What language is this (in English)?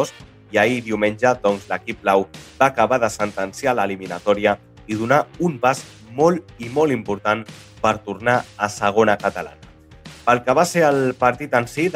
Catalan